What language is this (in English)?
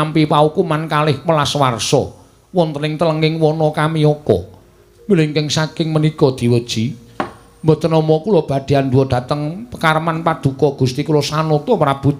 Javanese